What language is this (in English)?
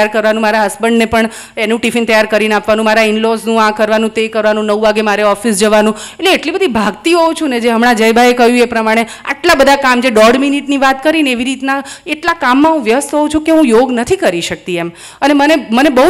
Gujarati